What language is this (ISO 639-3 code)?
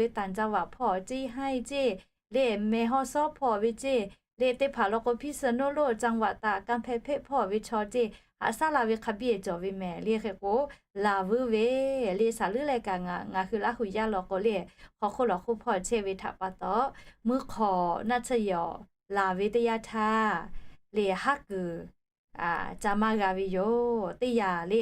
lhu